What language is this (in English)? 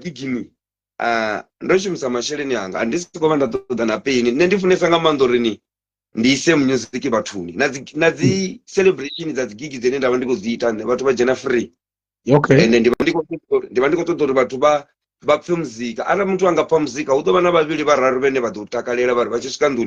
Venda